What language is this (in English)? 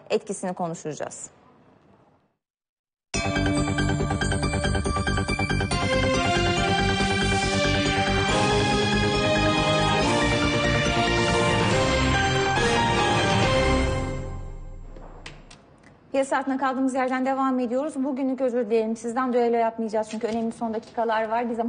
Turkish